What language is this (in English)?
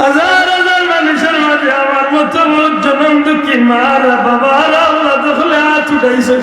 Sylheti